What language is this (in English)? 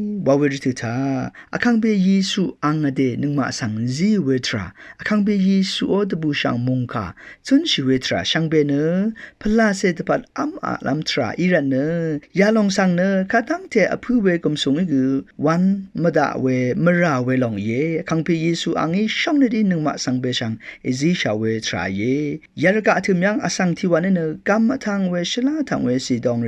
Rawang